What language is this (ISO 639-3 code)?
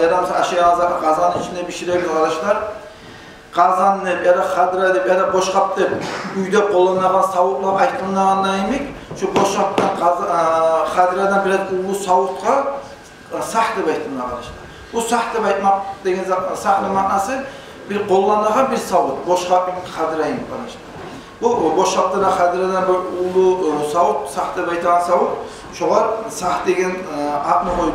kum